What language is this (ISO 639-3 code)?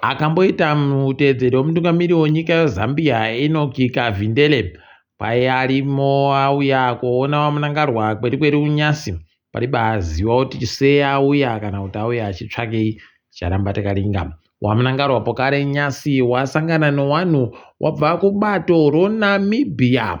ndc